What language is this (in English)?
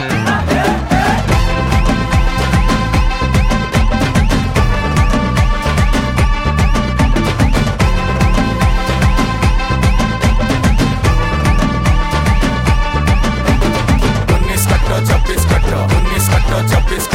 Kannada